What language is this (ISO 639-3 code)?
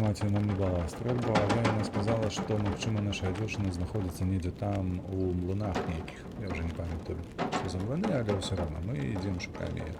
bel